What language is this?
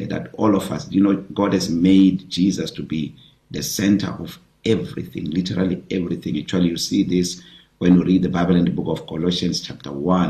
English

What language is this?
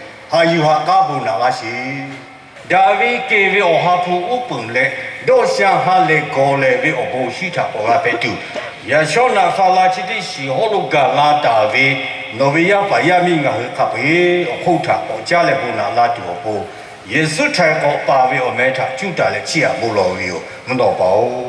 Lahu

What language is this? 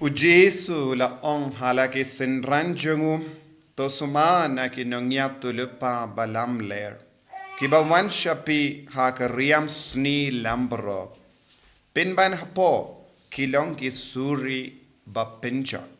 Khasi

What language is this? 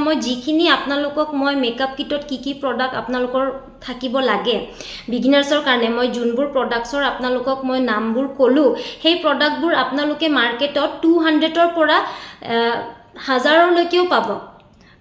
Assamese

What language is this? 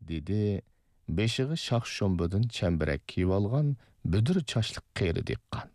Uyghur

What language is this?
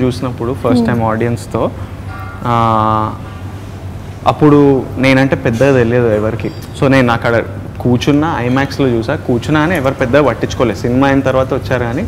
Telugu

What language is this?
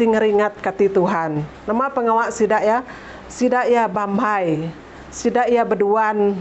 Iban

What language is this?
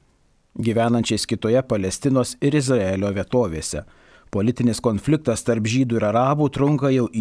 Lithuanian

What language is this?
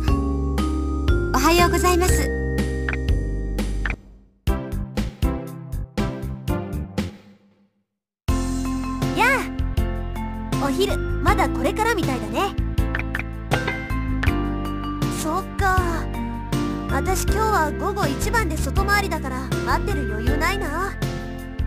Japanese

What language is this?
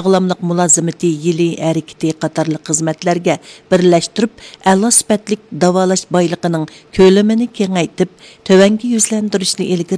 Uyghur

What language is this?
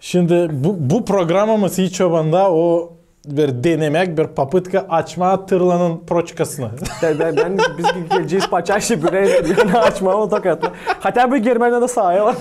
Gagauz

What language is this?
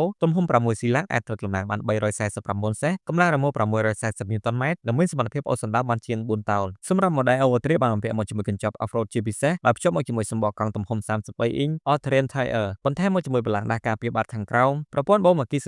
Khmer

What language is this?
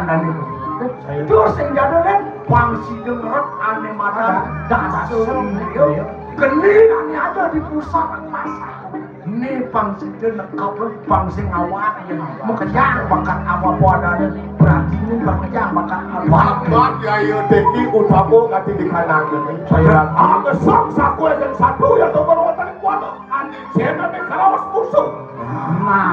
Balinese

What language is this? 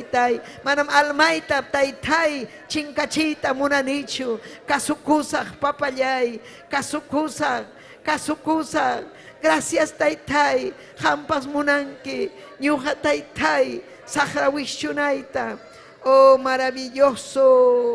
Ayacucho Quechua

